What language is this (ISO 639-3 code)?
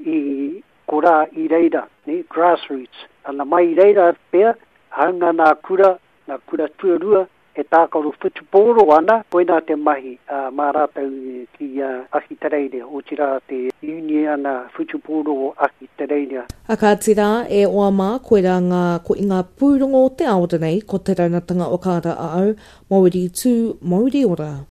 mri